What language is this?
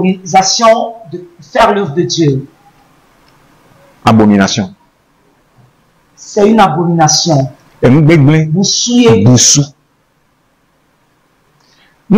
French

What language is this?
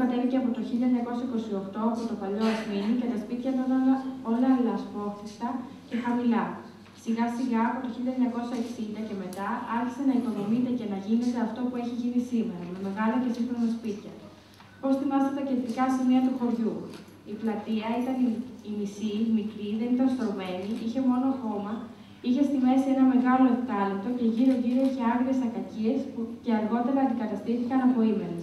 Greek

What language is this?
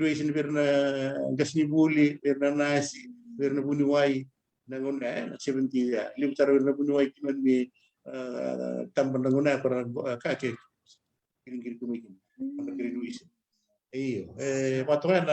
Fijian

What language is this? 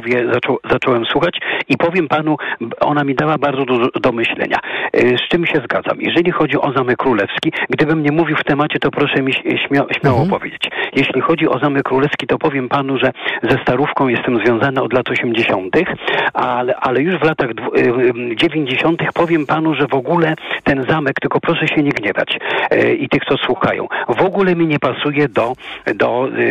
Polish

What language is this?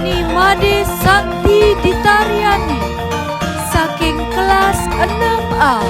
Balinese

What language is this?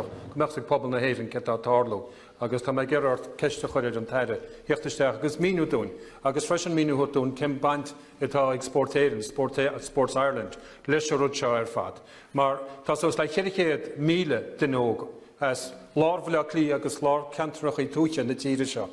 Irish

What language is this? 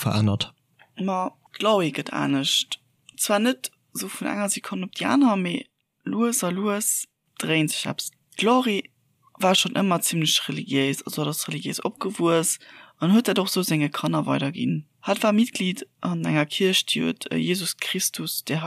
Luxembourgish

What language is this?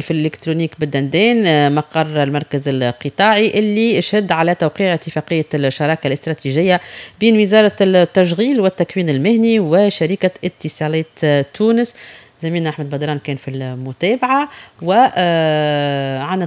Tunisian Arabic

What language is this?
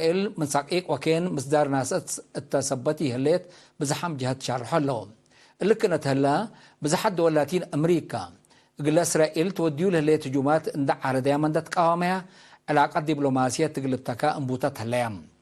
Tigre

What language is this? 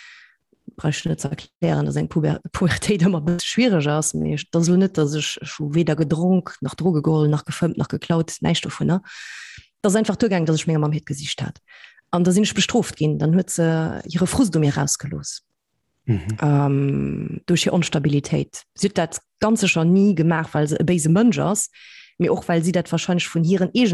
Luxembourgish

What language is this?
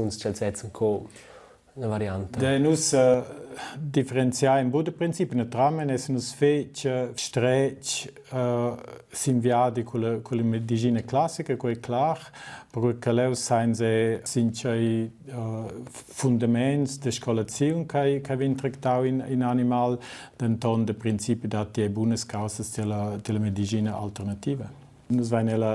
Romansh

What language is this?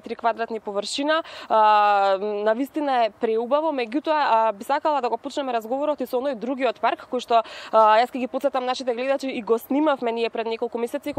Macedonian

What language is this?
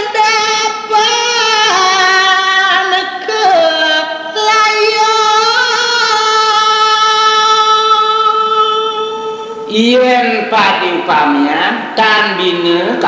Balinese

